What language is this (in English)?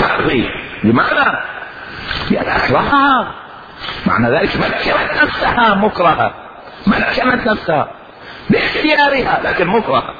Mesopotamian Arabic